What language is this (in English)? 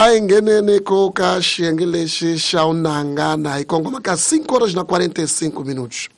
Tsonga